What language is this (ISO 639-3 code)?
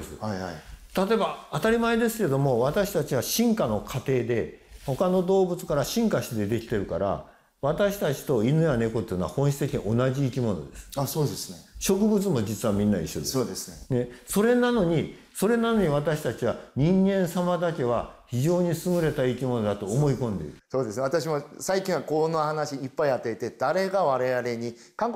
jpn